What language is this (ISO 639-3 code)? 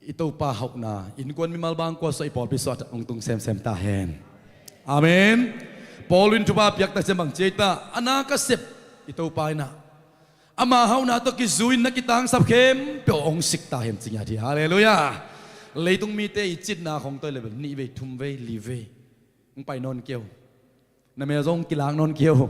ctd